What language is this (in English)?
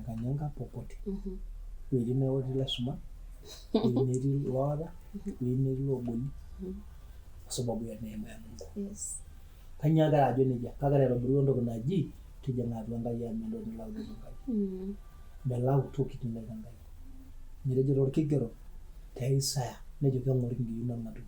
Masai